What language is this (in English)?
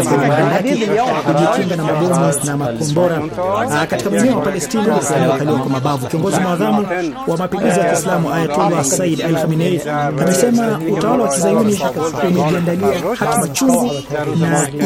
Swahili